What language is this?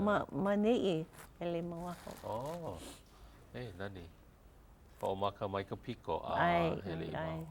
Hawaiian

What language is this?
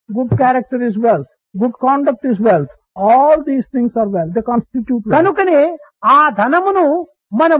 Telugu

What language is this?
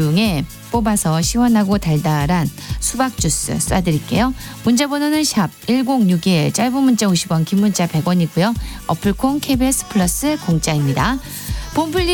Korean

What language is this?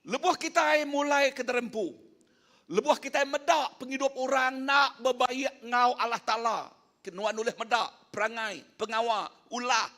Iban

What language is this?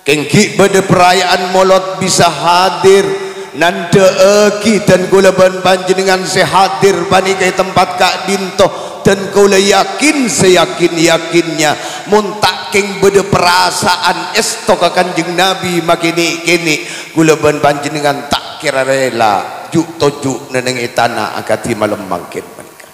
Madurese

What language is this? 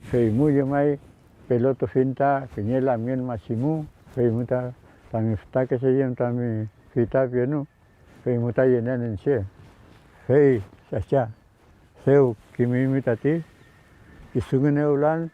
Mapuche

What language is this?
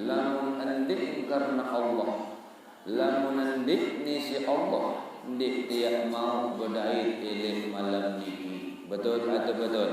Sasak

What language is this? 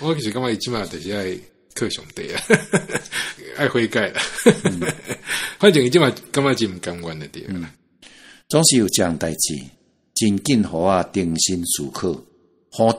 Min Nan Chinese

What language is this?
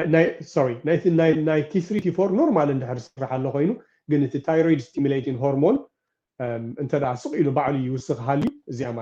Tigrinya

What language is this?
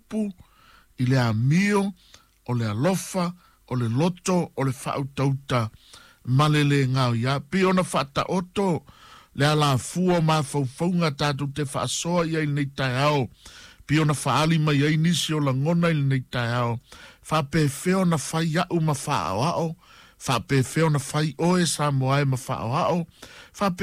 Samoan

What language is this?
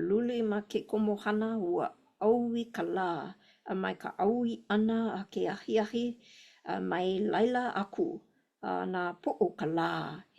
Hawaiian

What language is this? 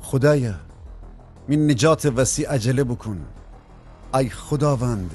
Gilaki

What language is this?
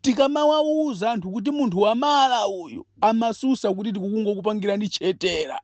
Nyanja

